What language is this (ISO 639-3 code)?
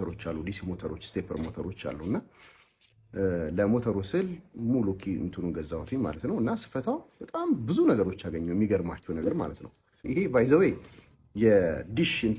amh